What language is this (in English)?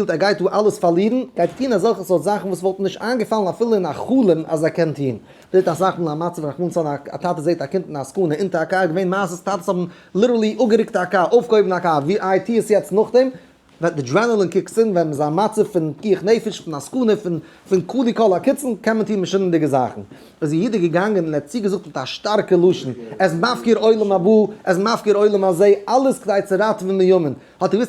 Yiddish